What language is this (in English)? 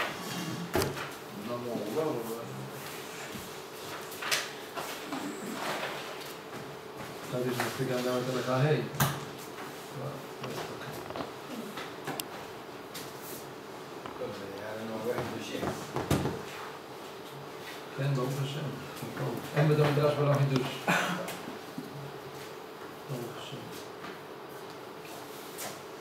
Hebrew